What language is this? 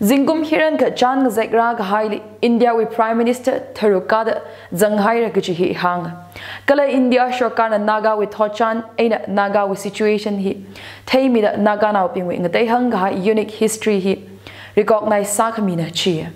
Tangkhul Naga (India)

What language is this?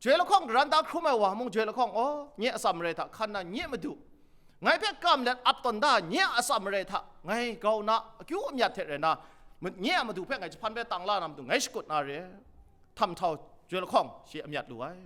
Kachin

